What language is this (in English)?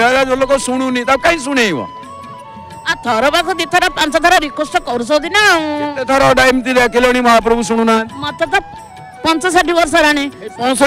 Odia